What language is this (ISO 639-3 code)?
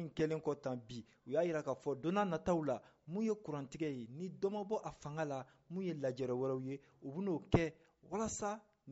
bam